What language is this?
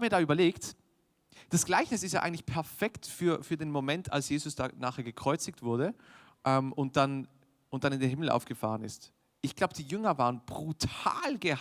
Swiss German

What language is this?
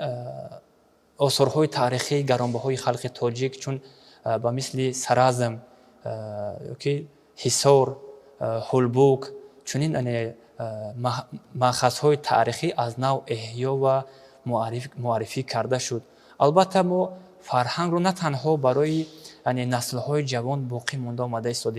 Tajik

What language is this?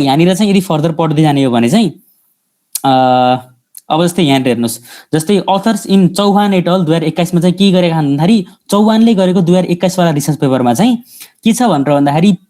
Nepali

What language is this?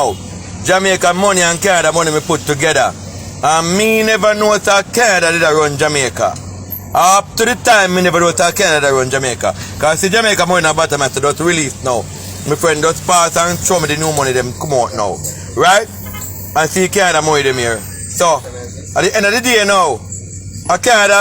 Jamaican Creole English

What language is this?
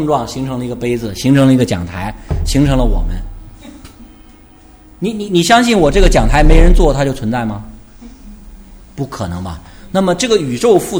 Chinese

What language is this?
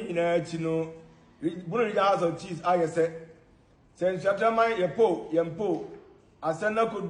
Akan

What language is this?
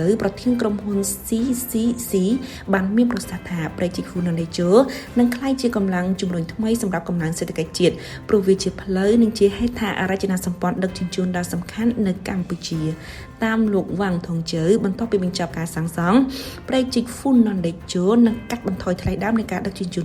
Khmer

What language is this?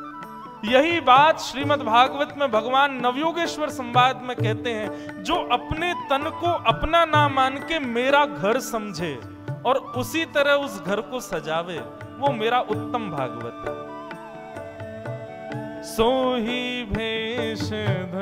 Hindi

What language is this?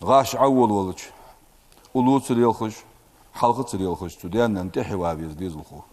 Ingush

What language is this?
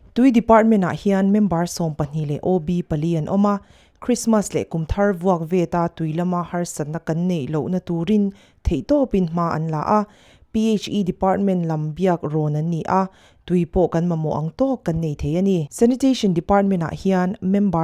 Mizo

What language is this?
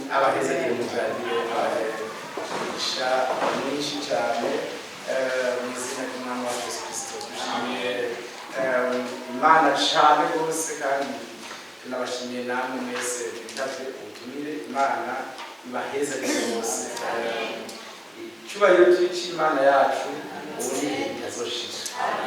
Rundi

